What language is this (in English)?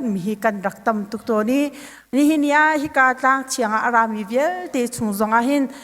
Hakha Chin